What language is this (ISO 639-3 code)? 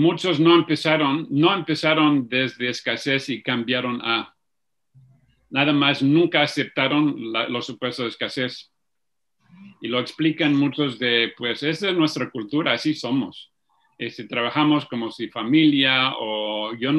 spa